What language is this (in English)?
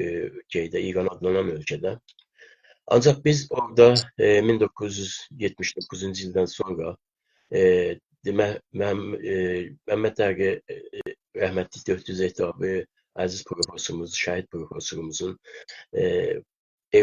South Azerbaijani